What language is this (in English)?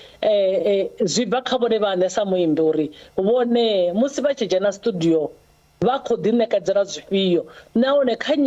Venda